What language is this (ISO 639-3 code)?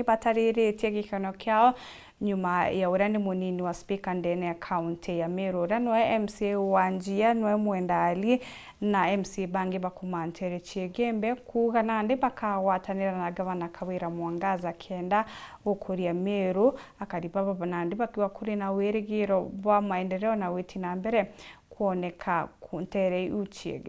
mer